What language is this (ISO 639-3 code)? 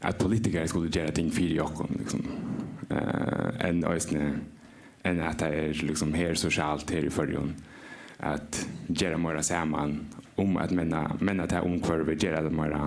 fao